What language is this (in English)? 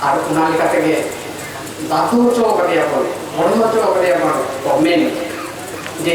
Santali